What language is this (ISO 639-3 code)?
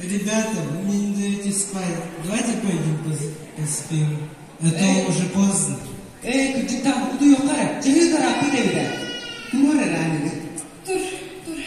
sah